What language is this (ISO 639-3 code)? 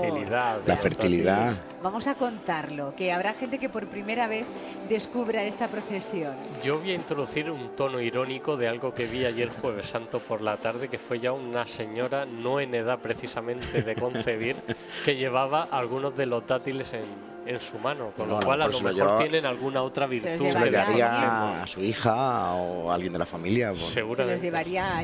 spa